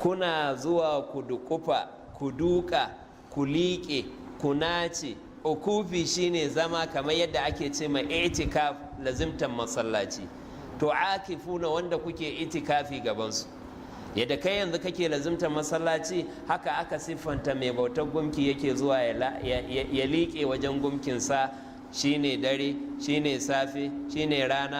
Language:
Hausa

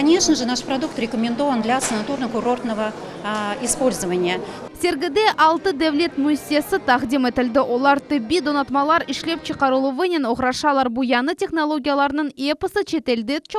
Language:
Crimean Tatar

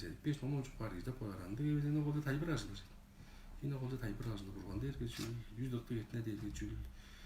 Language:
Tuvinian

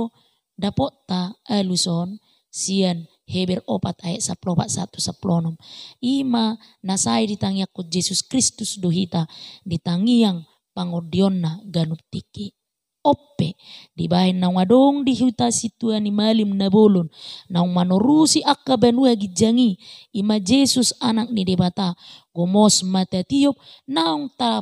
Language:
Batak Toba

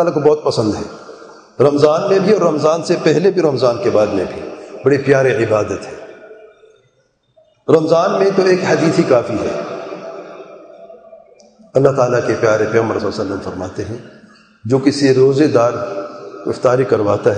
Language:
Urdu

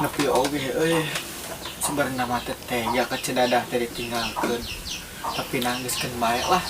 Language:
Sundanese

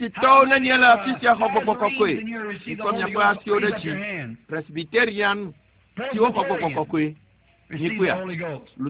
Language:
Ewe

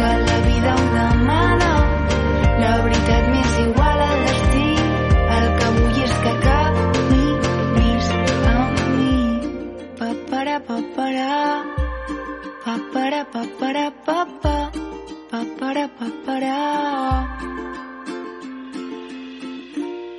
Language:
Catalan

